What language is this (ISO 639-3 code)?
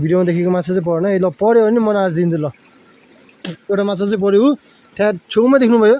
nep